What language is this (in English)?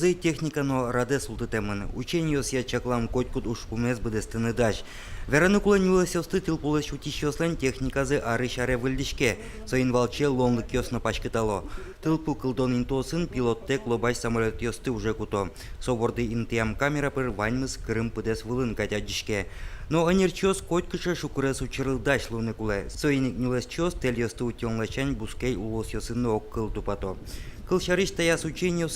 Udmurt